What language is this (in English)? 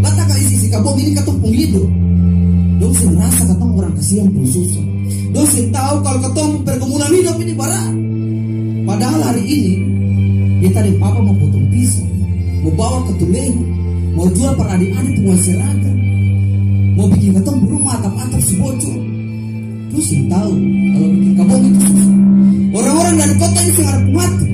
Ambonese Malay